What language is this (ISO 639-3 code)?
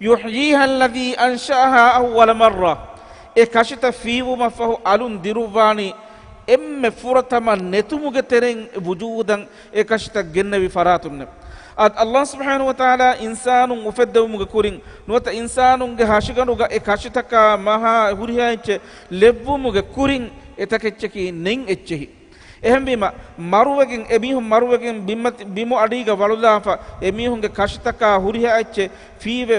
div